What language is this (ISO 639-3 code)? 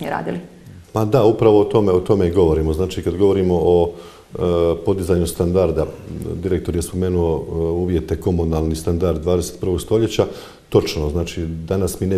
hrv